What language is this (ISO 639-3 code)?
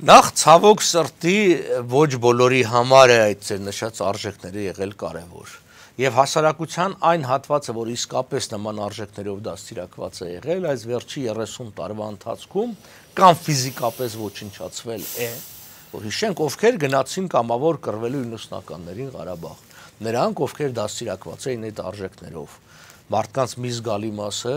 hye